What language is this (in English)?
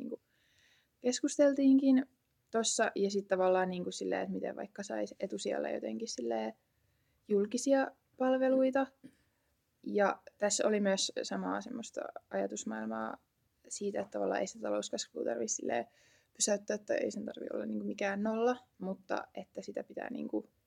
Finnish